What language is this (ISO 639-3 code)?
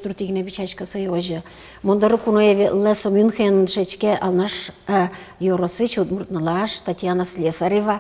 udm